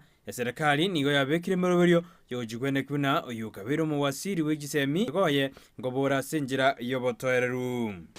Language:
Gusii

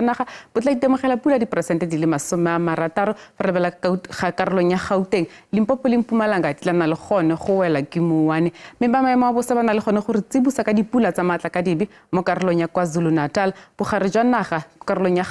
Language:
Tswana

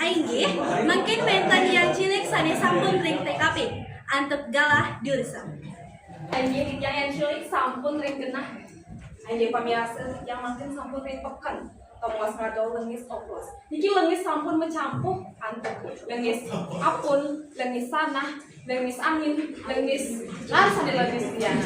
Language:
Balinese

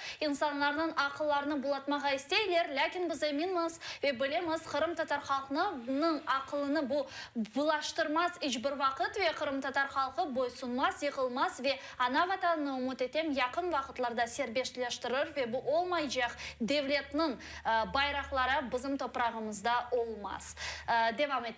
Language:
Crimean Tatar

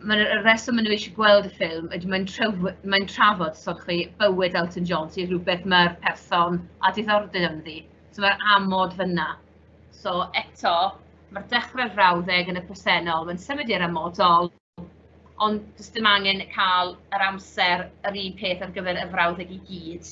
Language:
Welsh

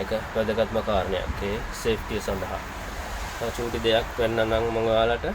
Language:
Sinhala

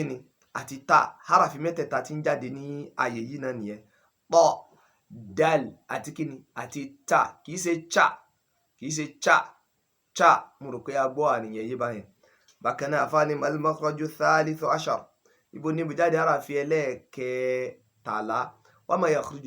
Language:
Yoruba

